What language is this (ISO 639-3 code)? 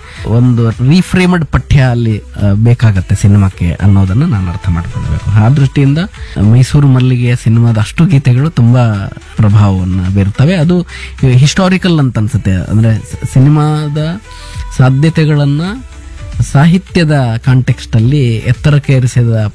kan